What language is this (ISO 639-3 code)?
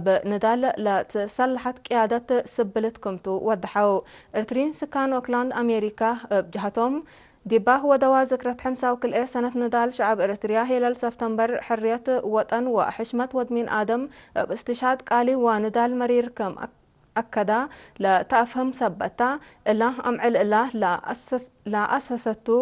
tig